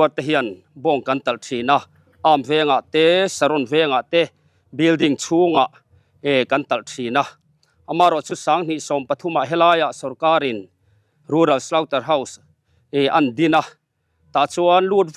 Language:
Mizo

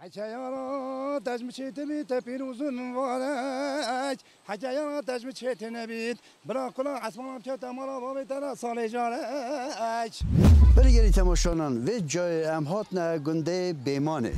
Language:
Kurdish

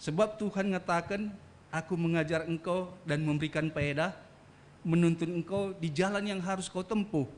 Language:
Batak Karo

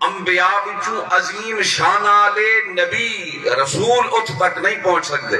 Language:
Saraiki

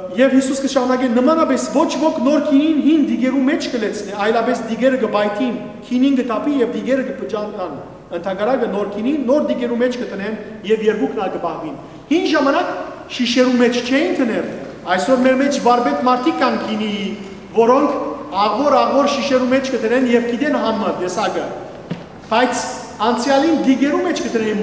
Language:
Western Armenian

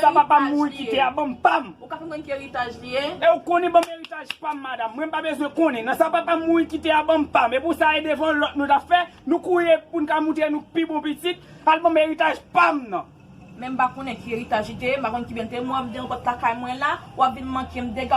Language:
Haitian Creole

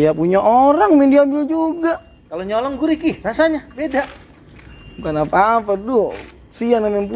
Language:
Betawi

